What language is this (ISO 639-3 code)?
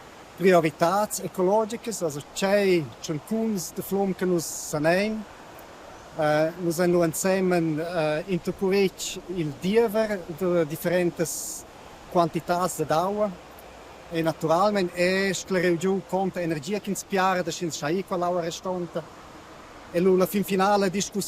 roh